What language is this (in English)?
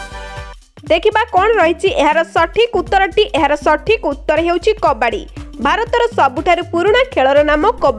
Odia